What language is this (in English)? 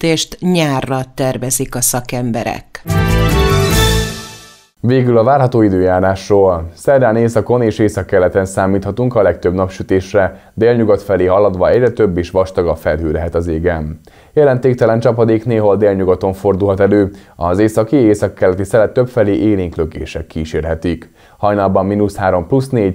Hungarian